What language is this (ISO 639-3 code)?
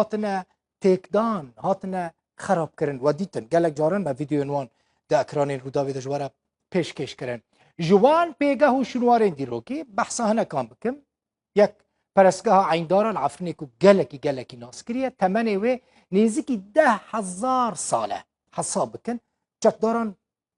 kur